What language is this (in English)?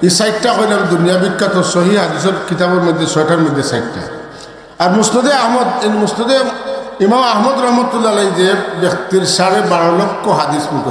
Sylheti